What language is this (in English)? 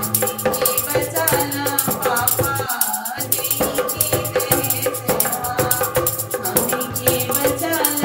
Bhojpuri